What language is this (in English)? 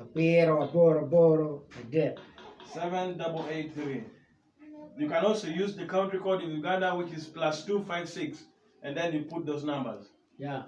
Acoli